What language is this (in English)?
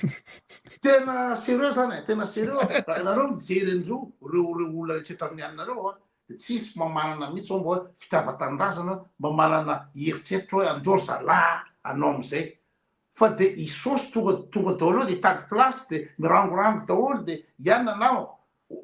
Malagasy